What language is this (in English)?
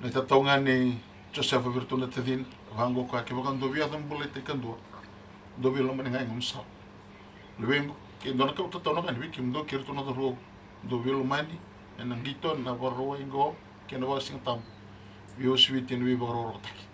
Fijian